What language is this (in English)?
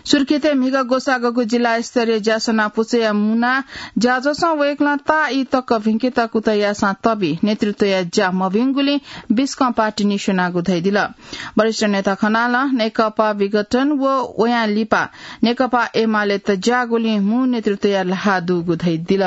Newari